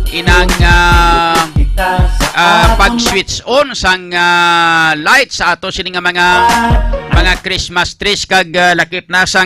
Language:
Hiligaynon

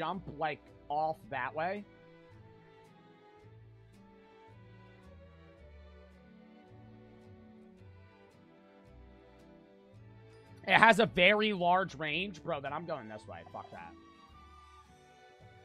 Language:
English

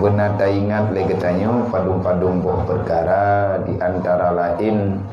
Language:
Achinese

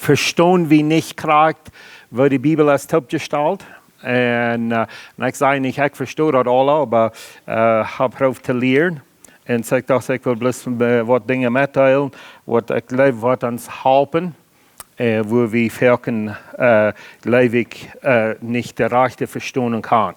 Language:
Plautdietsch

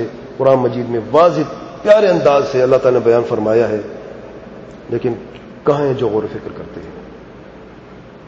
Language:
Urdu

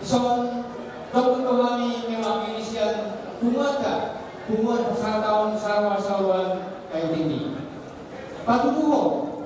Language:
Batak Toba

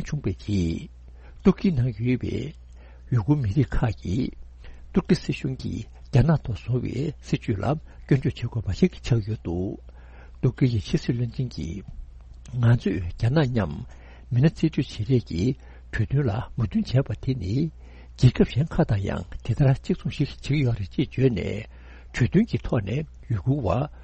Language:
Tibetan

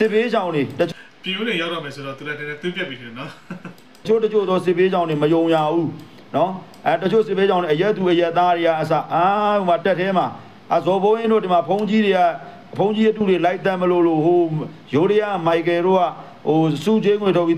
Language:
Burmese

